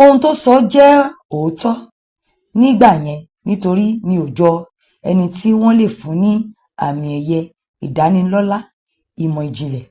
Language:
Yoruba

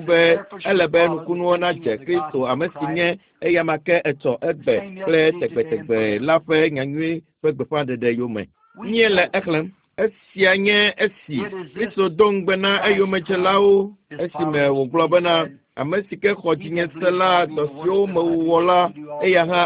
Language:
Ewe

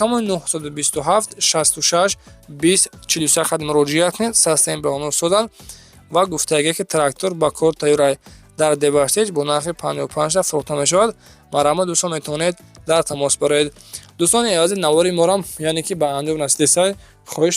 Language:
Tajik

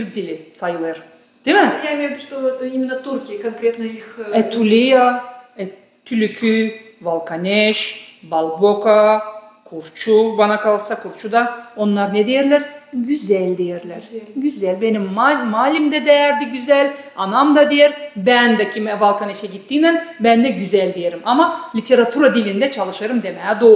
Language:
Gagauz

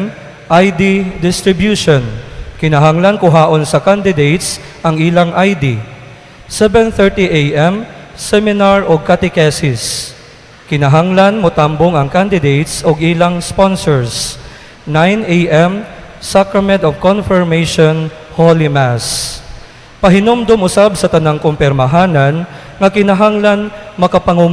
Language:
Cebuano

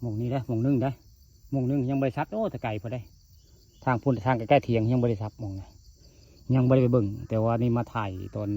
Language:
Northeastern Thai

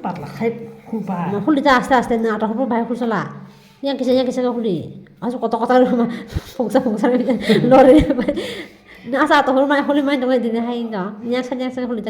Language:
Kok Borok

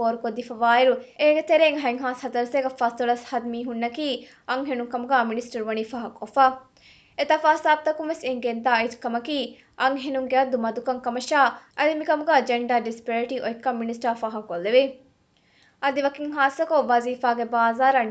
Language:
Divehi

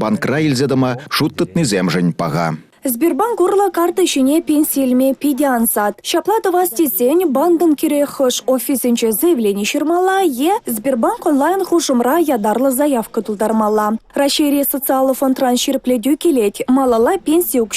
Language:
Chuvash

